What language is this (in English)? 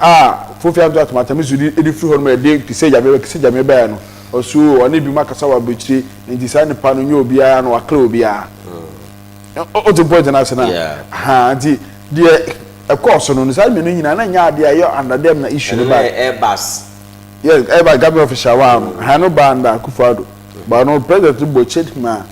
Akan